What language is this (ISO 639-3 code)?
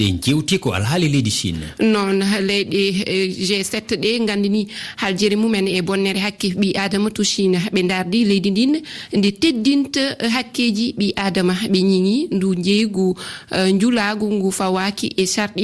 ful